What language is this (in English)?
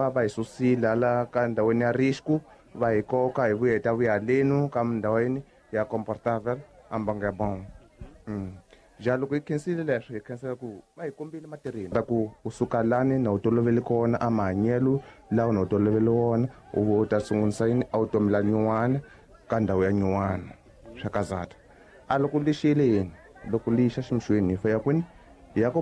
Tsonga